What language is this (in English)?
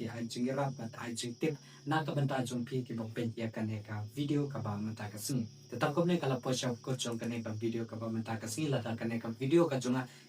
Khasi